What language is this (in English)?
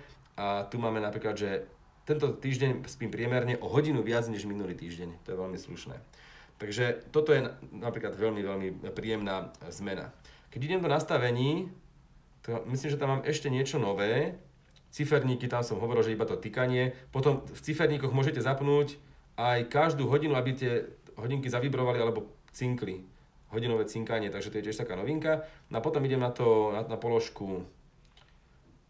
Slovak